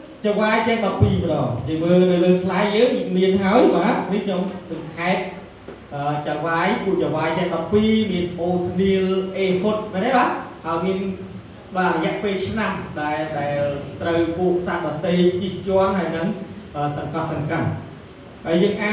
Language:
Khmer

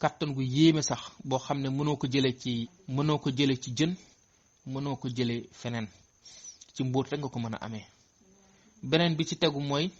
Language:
Wolof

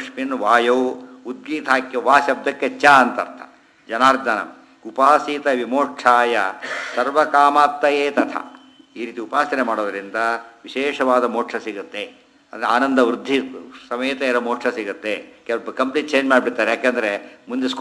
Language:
Kannada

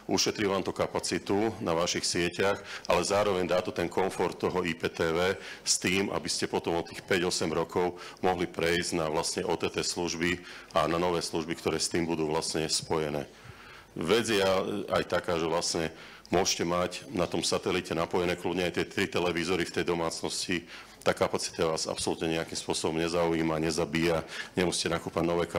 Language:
Slovak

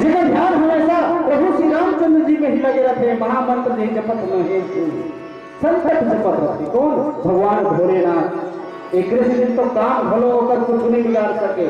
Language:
Chhattisgarhi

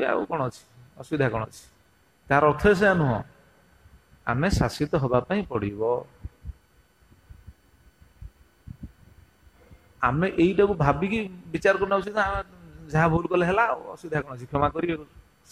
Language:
Odia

